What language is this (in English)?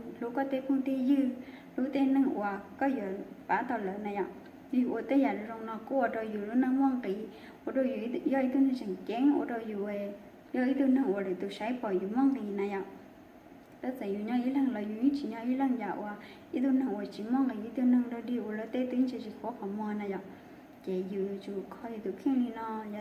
Hmong